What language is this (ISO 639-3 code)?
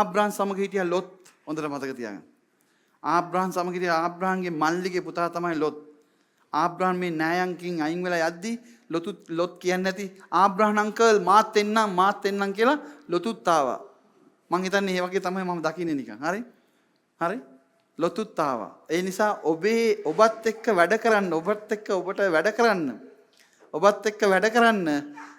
sin